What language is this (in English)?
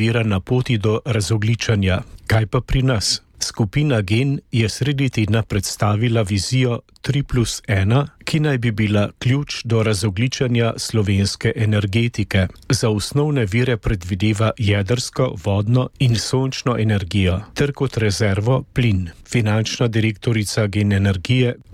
Slovenian